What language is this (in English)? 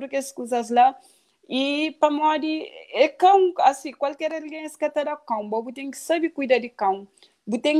Kabuverdianu